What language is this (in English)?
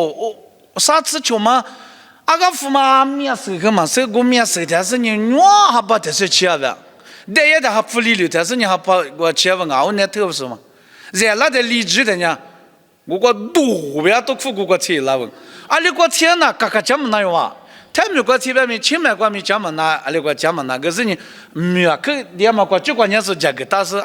Lisu